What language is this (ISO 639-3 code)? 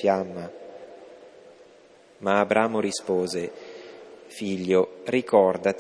ita